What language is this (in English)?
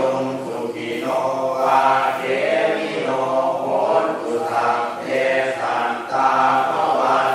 Pali